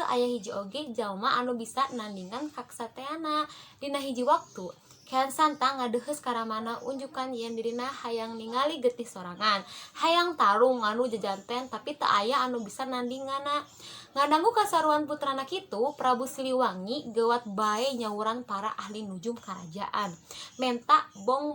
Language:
Sundanese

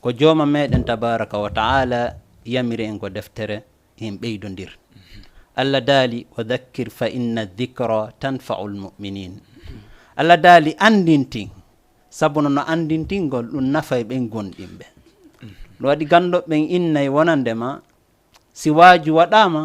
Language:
Fula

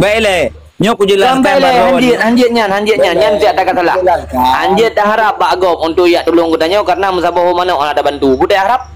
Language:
Achinese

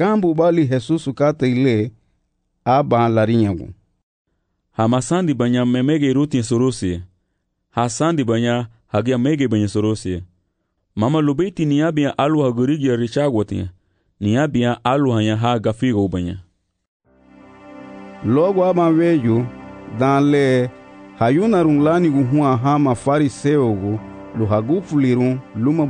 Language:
Garifuna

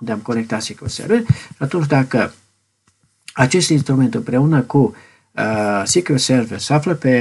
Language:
Romanian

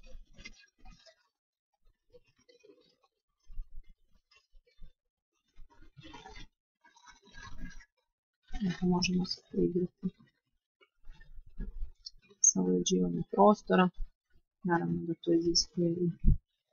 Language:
Croatian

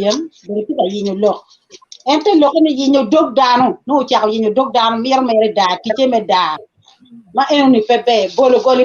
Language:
Acoli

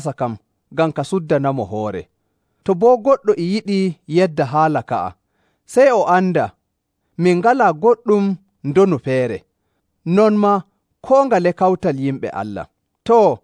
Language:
Nigerian Fulfulde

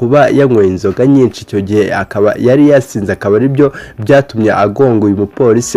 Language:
Kinyarwanda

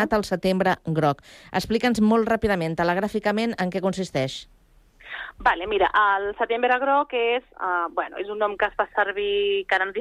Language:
Catalan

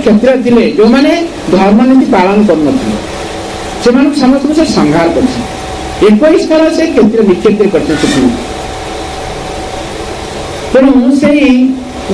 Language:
Odia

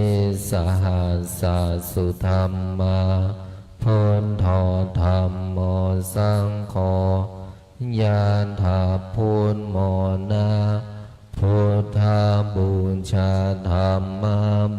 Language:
Pali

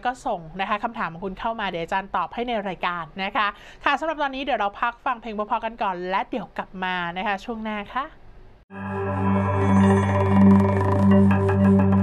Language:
Thai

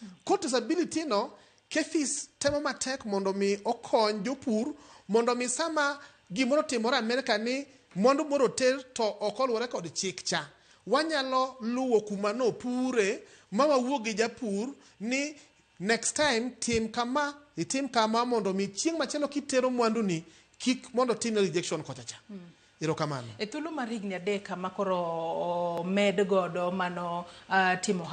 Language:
Luo (Kenya and Tanzania)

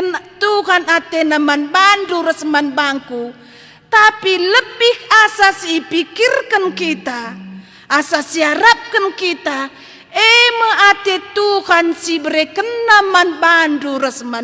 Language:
Batak Karo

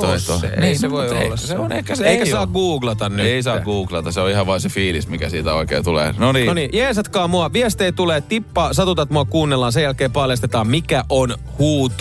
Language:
Finnish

